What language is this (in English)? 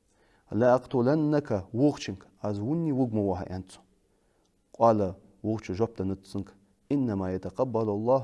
Ingush